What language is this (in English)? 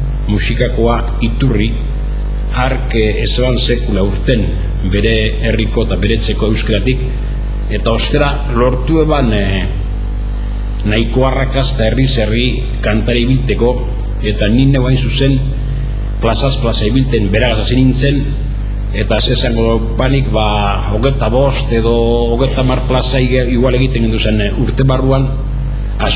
Basque